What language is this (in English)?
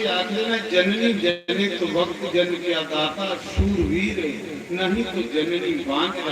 Dogri